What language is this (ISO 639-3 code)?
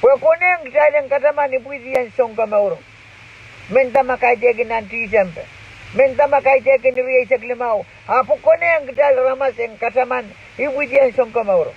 pon